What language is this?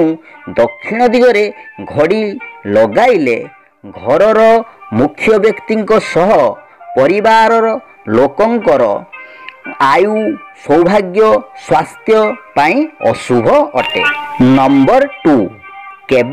Odia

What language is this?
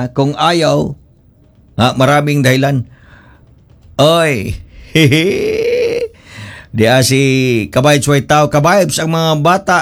Filipino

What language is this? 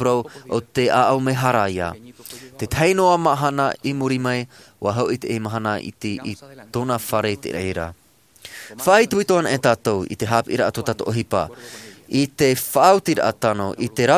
Tahitian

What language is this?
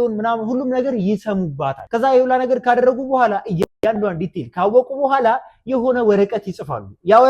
Amharic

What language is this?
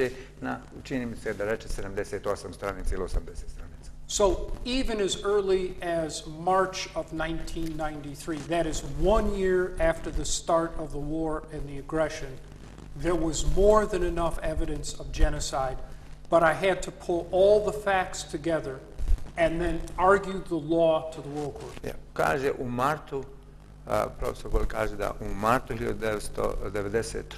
Bosnian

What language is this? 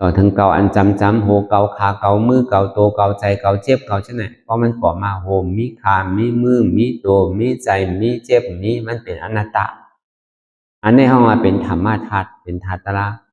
Shan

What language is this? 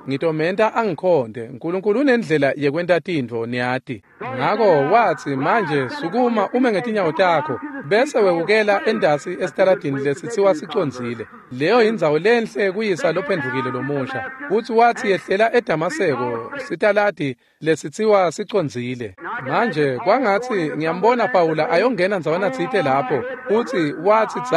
Swati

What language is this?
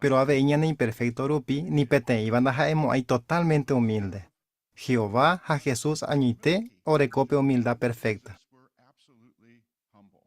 Guarani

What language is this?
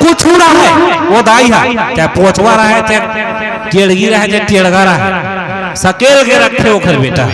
Chhattisgarhi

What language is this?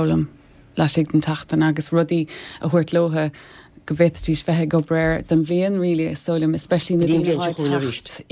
Irish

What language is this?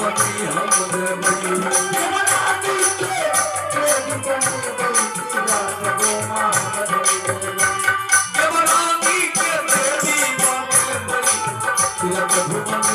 Maithili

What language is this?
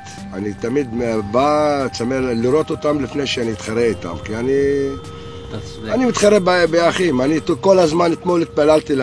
Hebrew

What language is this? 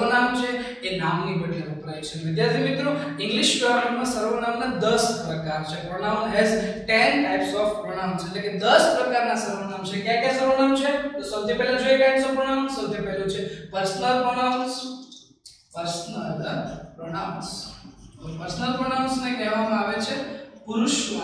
Gujarati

